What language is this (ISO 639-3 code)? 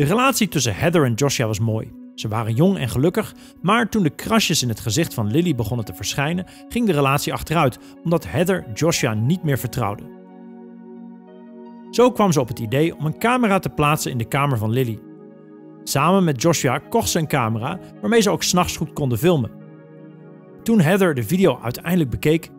nld